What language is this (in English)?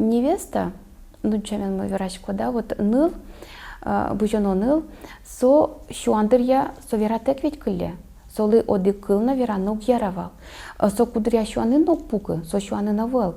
Udmurt